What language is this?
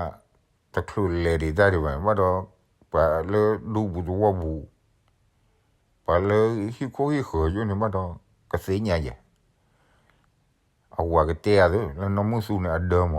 S'gaw Karen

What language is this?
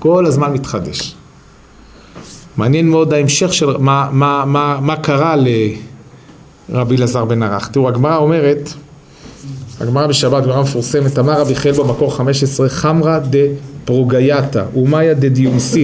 Hebrew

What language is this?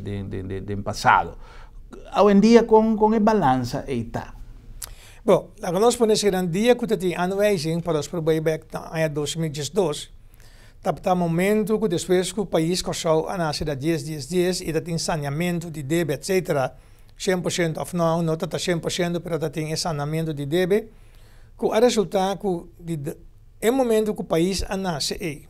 Papiamento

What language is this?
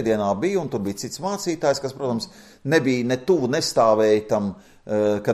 Latvian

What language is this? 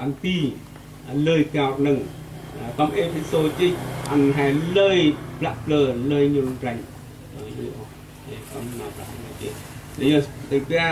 Central Mnong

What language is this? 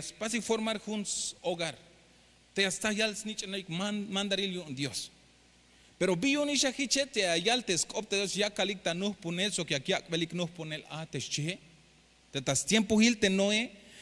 Tzeltal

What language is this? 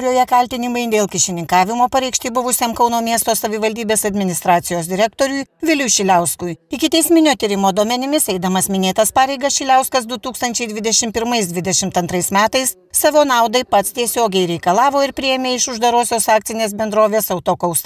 Lithuanian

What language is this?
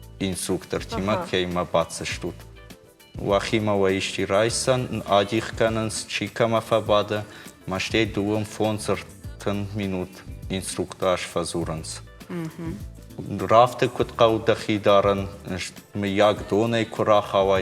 Ossetic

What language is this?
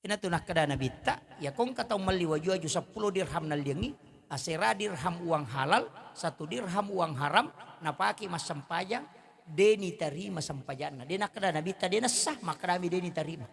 Buginese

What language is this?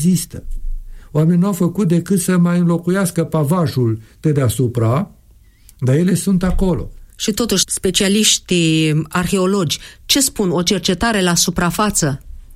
Romanian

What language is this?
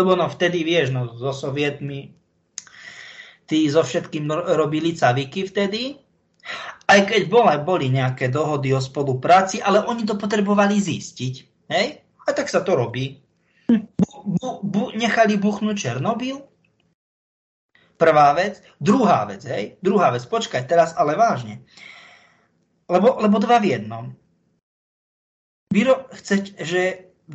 Slovak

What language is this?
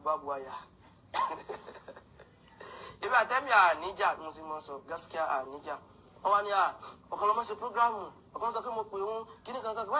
Yoruba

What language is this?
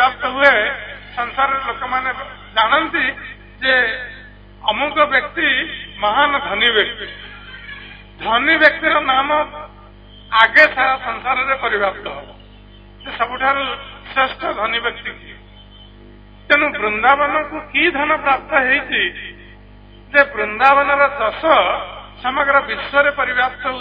Odia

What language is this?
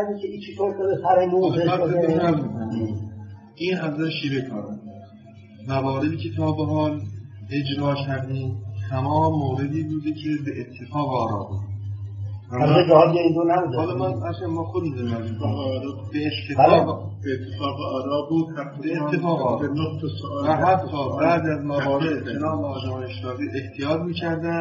Persian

